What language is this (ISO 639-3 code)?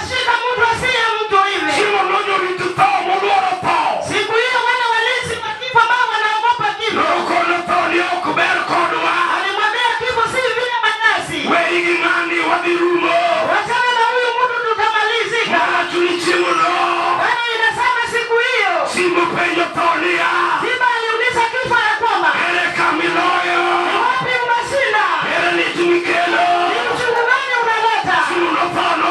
luo